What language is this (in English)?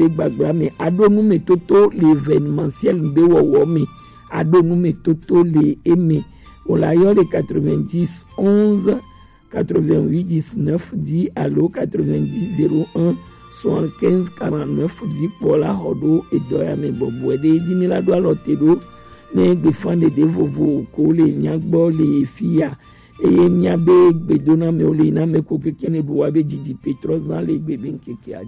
Gen